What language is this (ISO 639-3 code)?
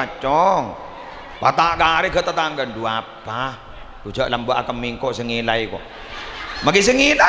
mad